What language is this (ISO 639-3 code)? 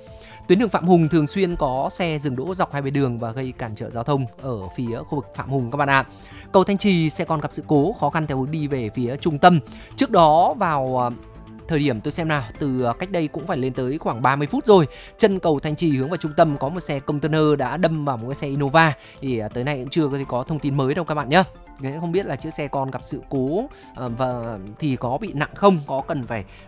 vie